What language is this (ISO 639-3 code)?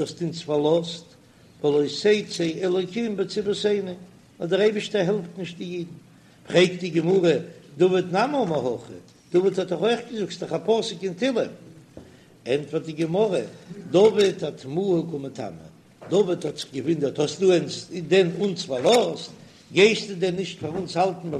yid